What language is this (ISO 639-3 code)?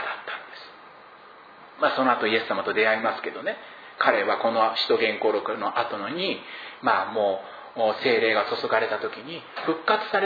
jpn